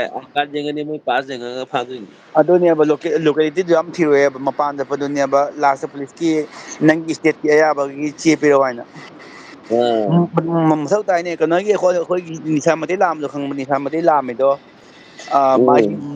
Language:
Manipuri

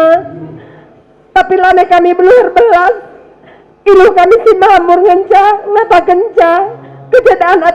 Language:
Batak Karo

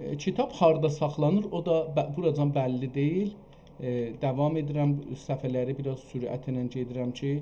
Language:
South Azerbaijani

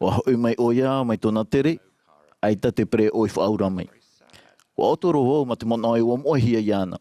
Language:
Tahitian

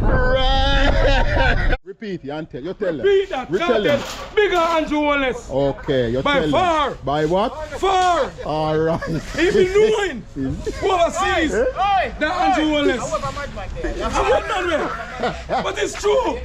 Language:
Jamaican Creole English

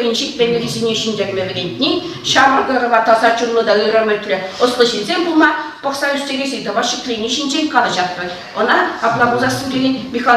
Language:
Chuvash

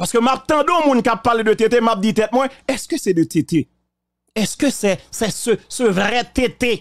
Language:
Haitian Creole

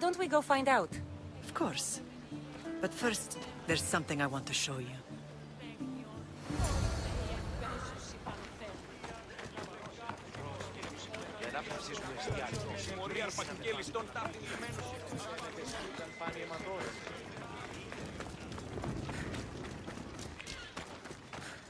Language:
English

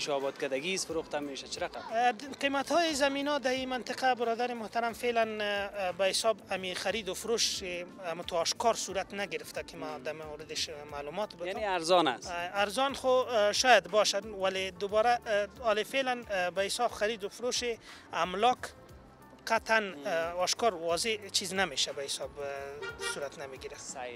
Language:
Persian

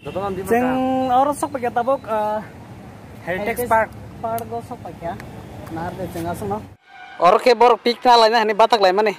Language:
Kok Borok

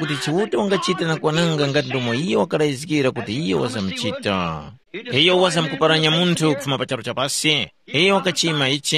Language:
Tumbuka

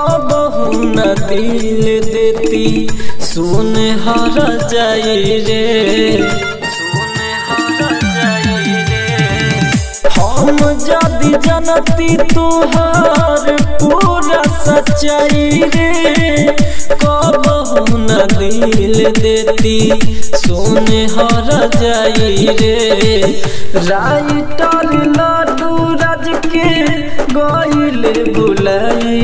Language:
Bhojpuri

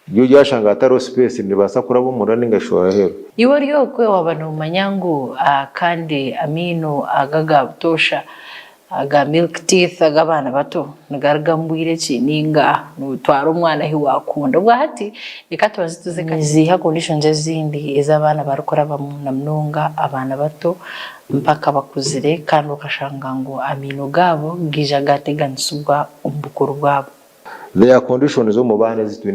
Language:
Nyankole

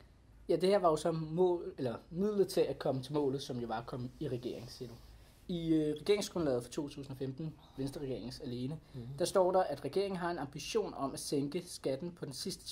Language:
Danish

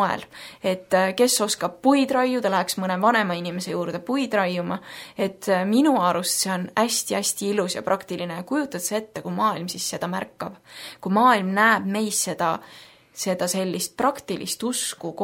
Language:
Estonian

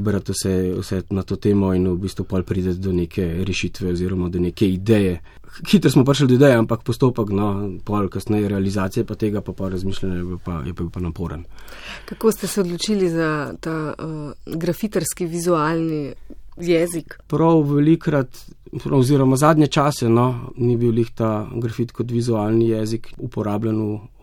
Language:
Slovenian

